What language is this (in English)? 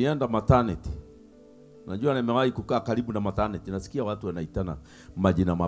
Swahili